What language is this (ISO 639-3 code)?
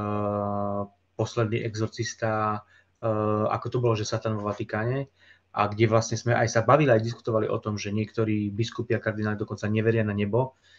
slk